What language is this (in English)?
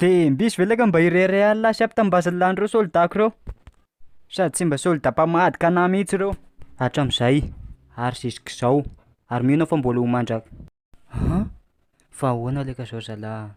Malagasy